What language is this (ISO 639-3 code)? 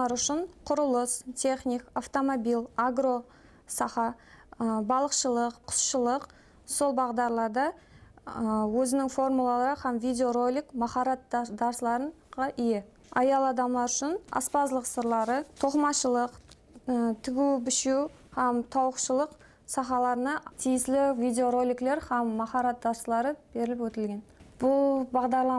kaa